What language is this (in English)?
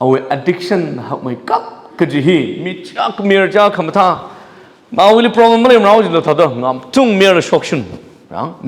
Tangkhul Naga (India)